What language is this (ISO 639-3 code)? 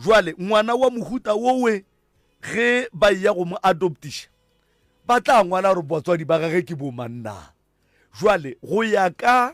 nso